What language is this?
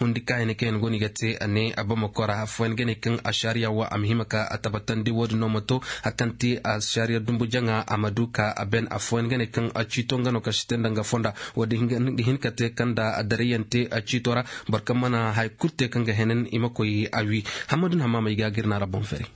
Koyraboro Senni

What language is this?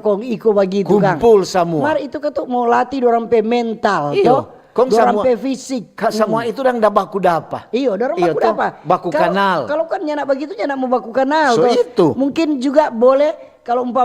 Manado Malay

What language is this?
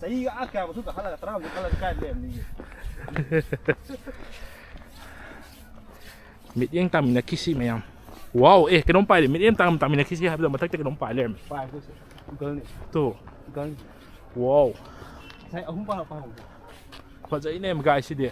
Manipuri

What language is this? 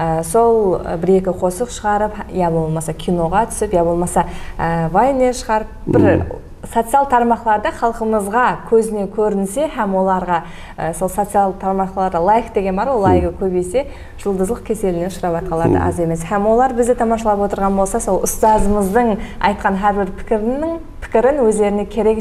Kara-Kalpak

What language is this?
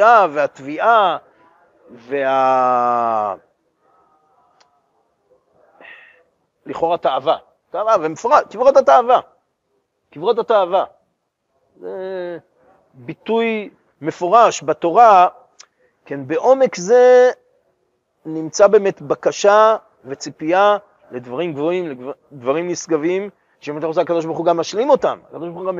Hebrew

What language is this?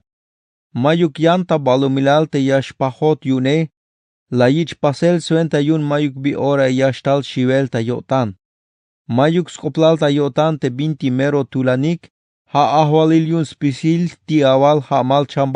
Tzeltal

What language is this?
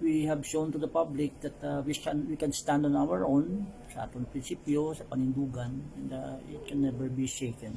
Hiligaynon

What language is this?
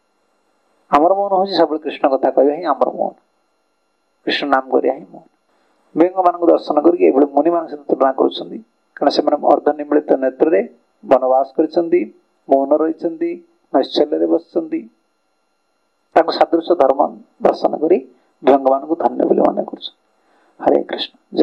Odia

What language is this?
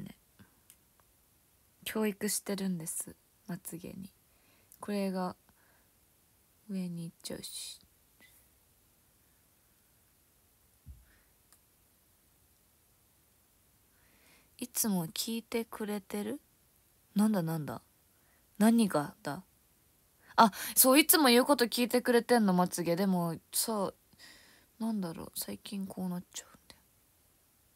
Japanese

